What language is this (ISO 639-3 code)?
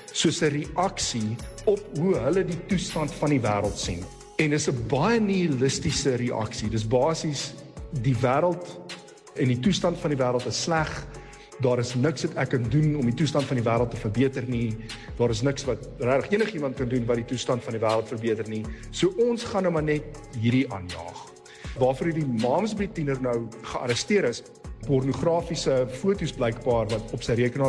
afr